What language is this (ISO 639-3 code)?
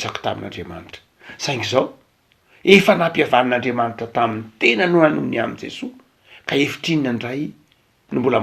mlg